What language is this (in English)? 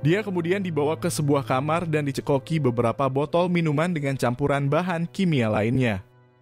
Indonesian